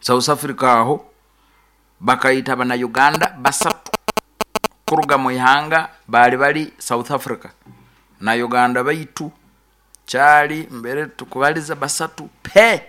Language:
Nyoro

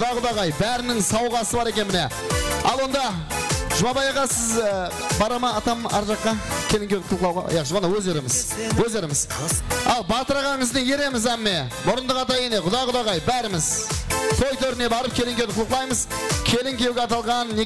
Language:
Kara-Kalpak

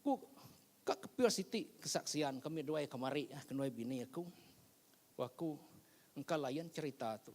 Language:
Iban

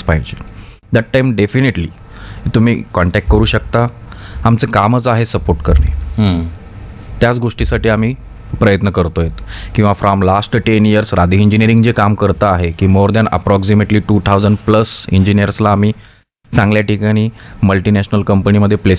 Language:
Marathi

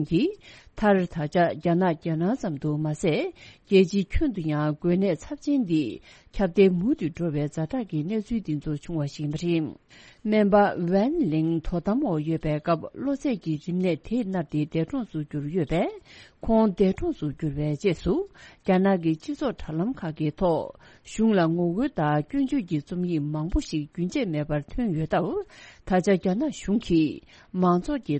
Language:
Tibetan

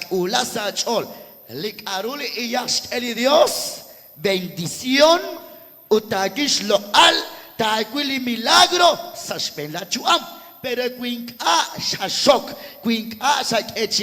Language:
Kekchí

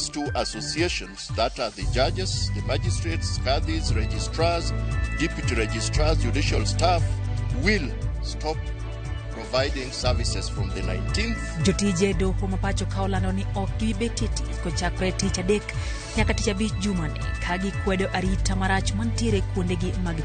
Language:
Luo (Kenya and Tanzania)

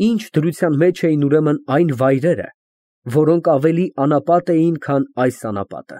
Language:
Armenian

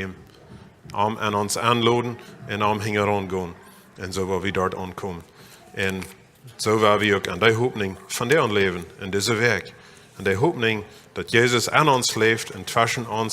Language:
Plautdietsch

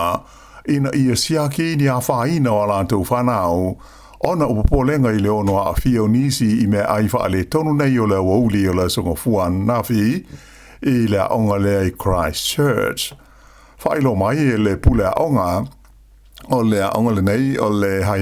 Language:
Samoan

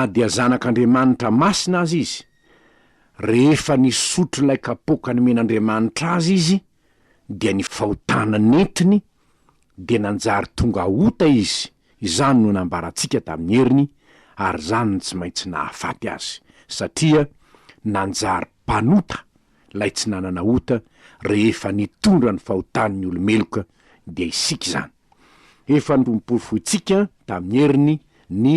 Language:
Malagasy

